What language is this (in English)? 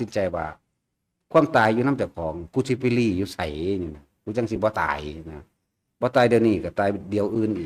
Lao